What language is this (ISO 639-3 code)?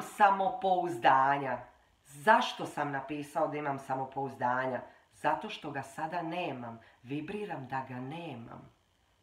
hrv